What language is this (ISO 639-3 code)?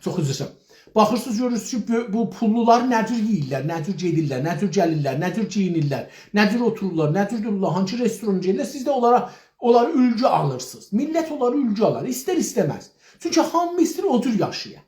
azb